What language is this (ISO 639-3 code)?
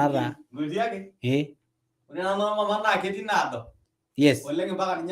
mas